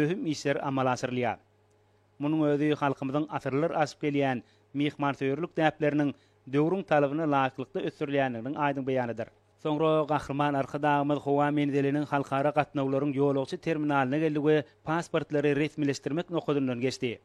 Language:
Turkmen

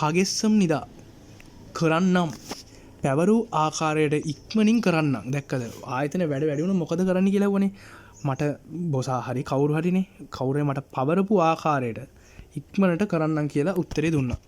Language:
Sinhala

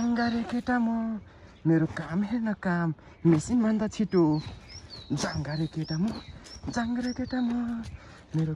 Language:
Nepali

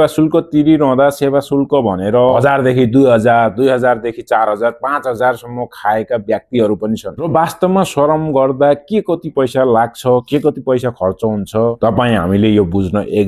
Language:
Nepali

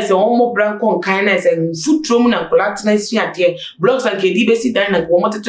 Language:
Akan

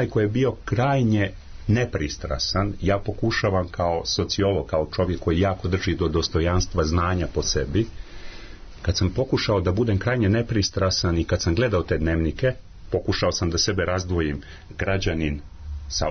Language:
Serbian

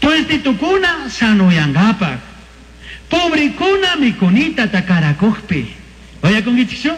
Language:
Chimborazo Highland Quichua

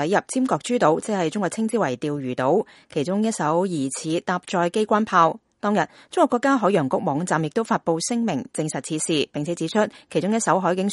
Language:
Cantonese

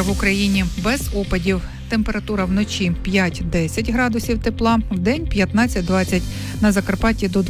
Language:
Ukrainian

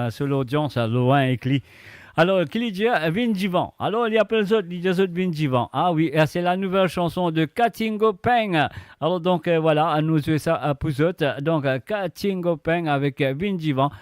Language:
Morisyen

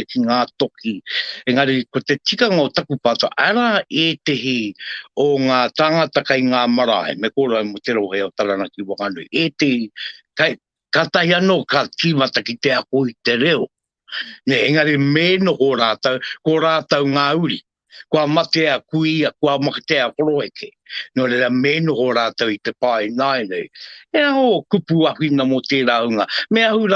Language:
Māori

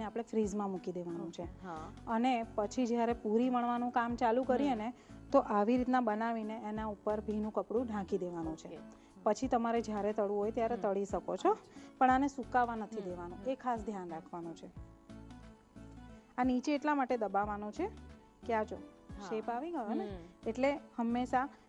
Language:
Gujarati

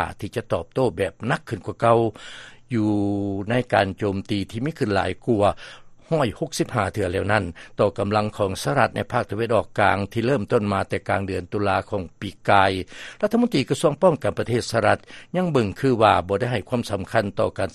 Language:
Lao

